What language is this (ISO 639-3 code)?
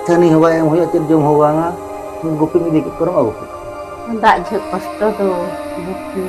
sat